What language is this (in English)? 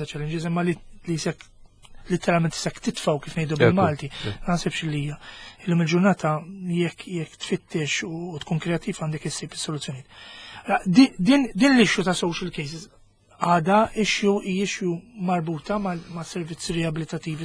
Maltese